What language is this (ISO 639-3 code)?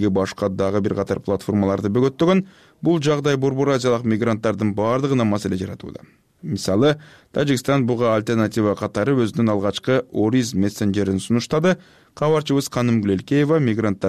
kir